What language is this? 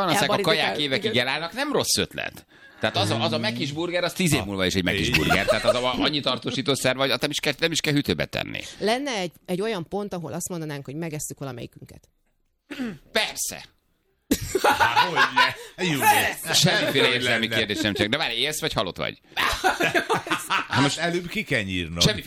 Hungarian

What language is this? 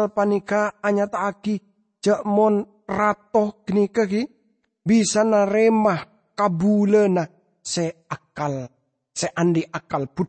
Madurese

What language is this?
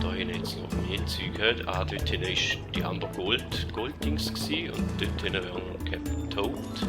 Swiss German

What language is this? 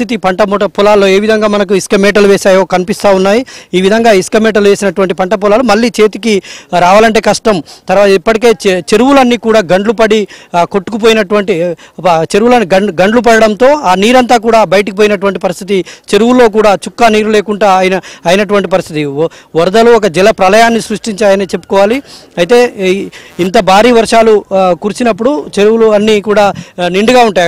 Telugu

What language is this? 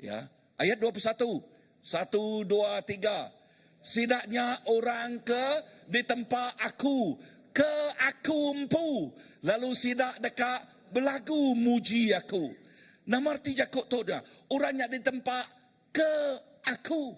Iban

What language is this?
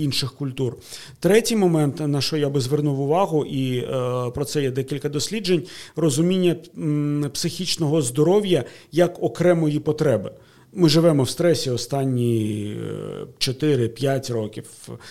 Ukrainian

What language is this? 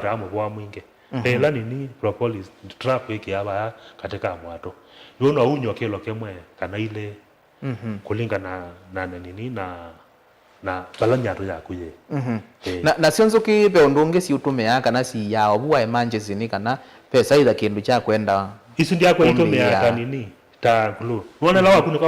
Kamba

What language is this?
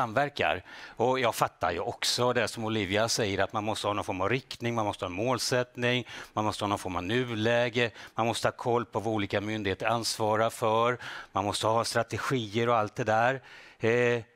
Swedish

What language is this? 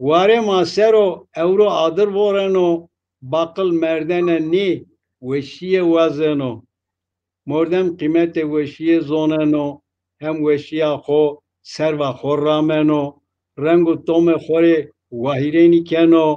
Zaza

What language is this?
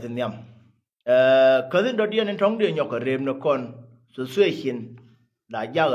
Nuer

